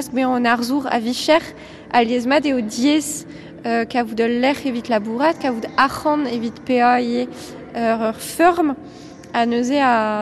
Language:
Breton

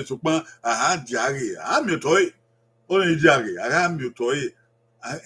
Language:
Bini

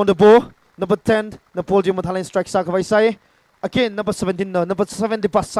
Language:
Tangkhul Naga (India)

